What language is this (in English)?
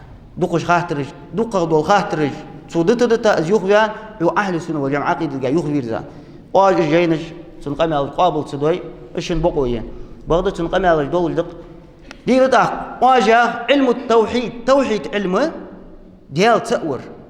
Ingush